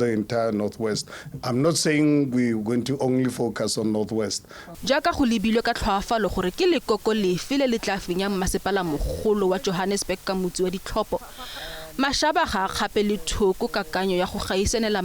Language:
Tswana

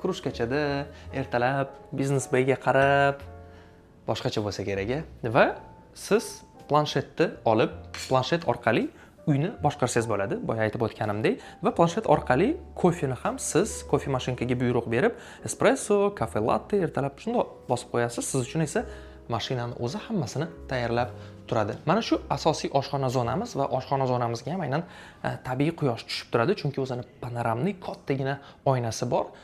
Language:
Uzbek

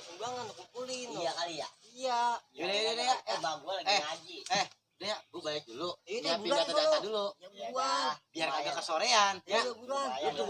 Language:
Betawi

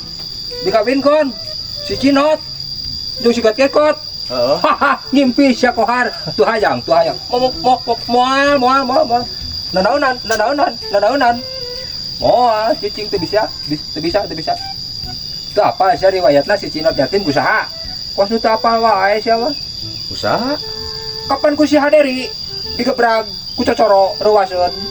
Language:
Sundanese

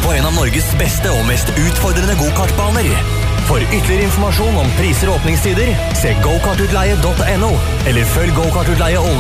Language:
Norwegian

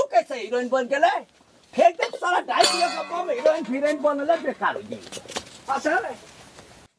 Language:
Bhojpuri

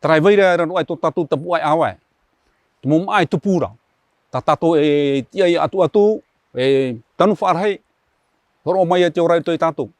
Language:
Tahitian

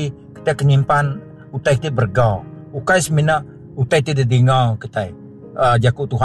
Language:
Iban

